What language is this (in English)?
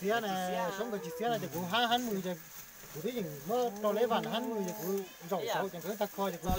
Hmong